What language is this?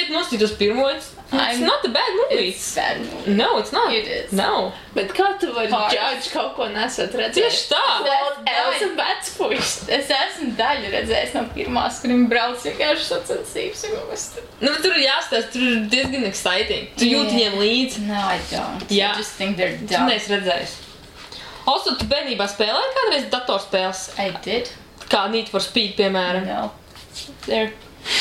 Latvian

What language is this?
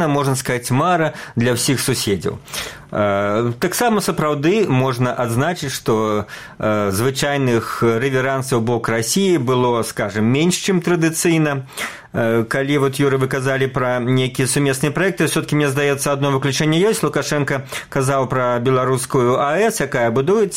Belarusian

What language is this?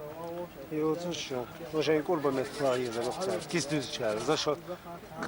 Chechen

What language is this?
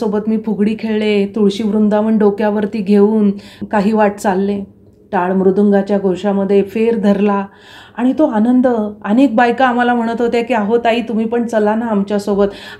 Marathi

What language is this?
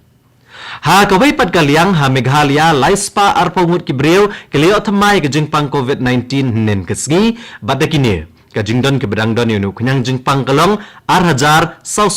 Khasi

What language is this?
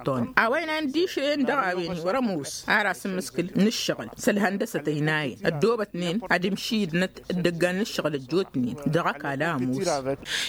Tamasheq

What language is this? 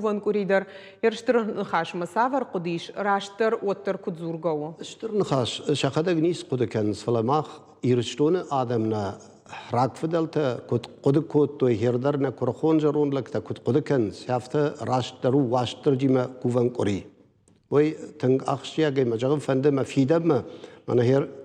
Ossetic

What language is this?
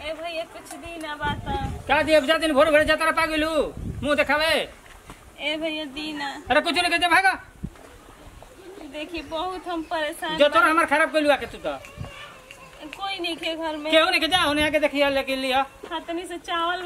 Bhojpuri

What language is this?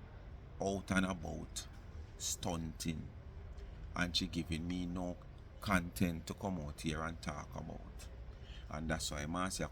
Jamaican Creole English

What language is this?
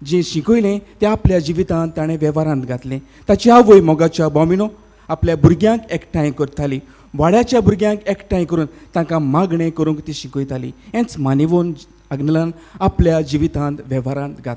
Konkani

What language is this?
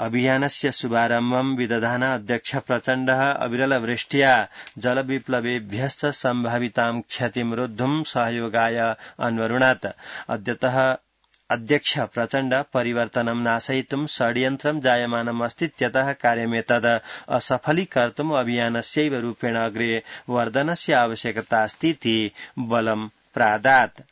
Sanskrit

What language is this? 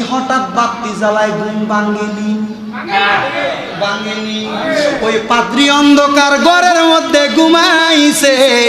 Bangla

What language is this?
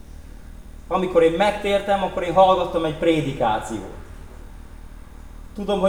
Hungarian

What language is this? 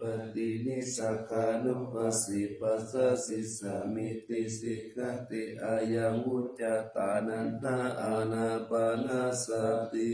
Pali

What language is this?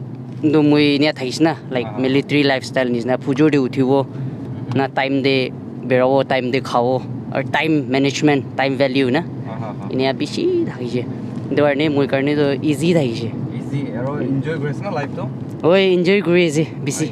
Naga Pidgin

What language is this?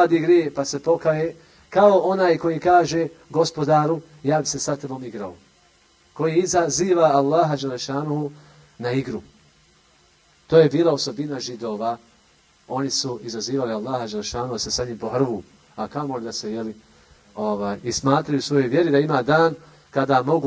Bosnian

